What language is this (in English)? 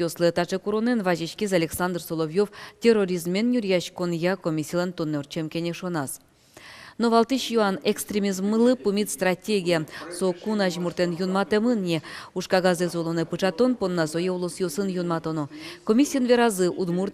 Udmurt